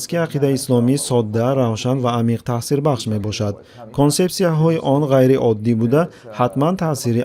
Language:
Tajik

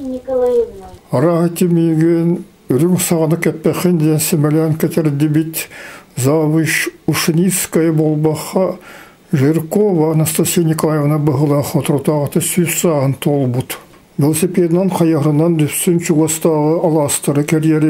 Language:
Yakut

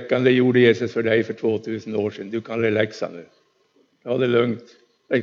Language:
Swedish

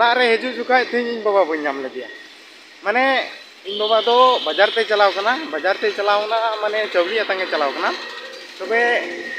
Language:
Santali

